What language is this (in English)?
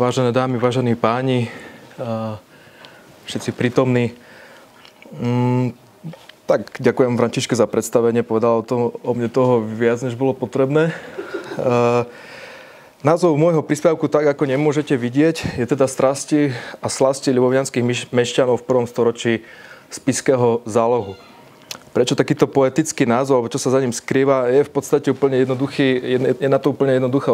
Slovak